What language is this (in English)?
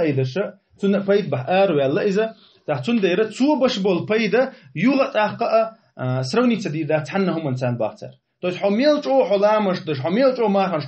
Chechen